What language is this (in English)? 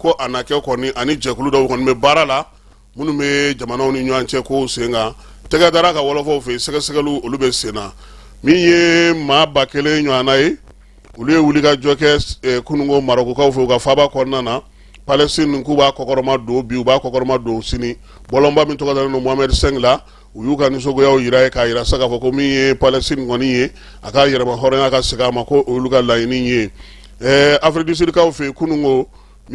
Bambara